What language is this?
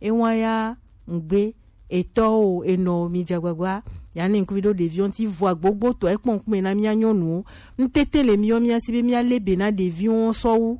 Gen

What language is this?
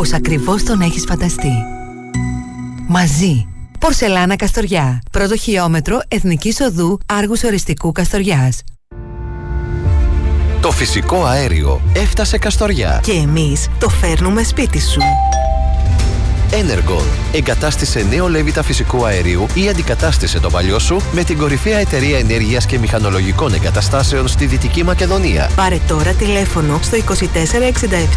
Greek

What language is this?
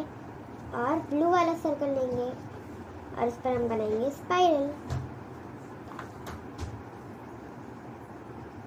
Hindi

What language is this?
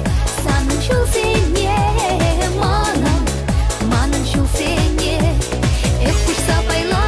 Chuvash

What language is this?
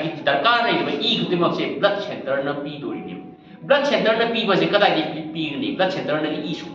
Manipuri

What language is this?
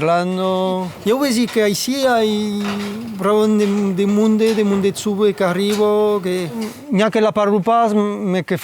Occitan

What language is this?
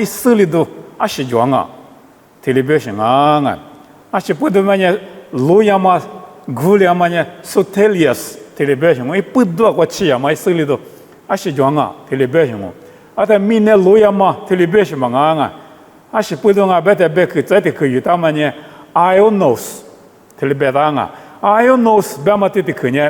Lisu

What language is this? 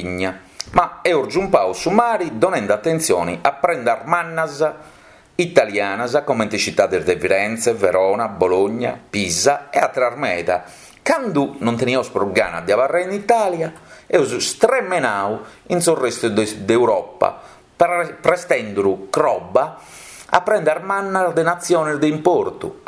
Sardinian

